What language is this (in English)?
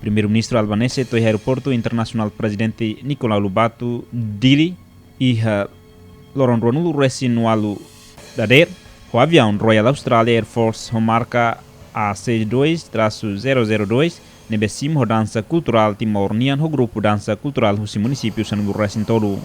Tetum